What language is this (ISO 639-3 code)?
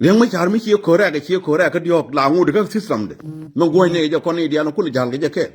nus